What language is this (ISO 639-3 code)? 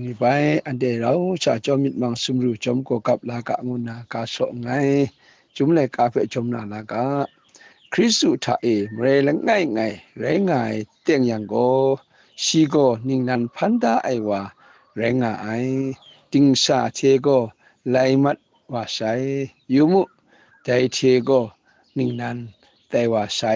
kac